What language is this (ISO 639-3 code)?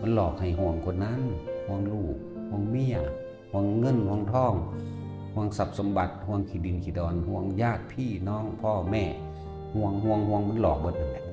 tts